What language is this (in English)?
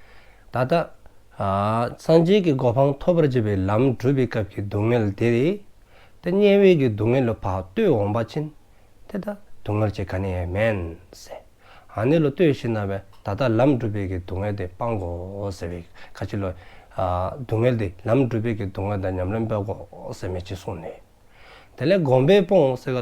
Dzongkha